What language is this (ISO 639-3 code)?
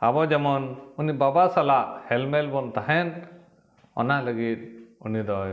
sat